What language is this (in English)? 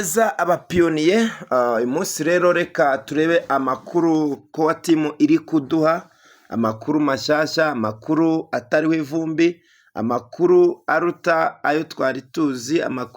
Kinyarwanda